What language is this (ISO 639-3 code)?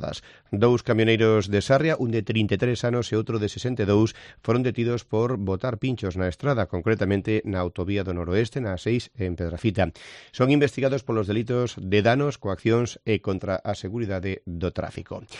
glg